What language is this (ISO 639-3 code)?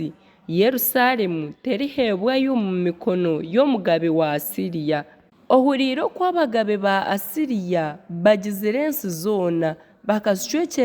nyn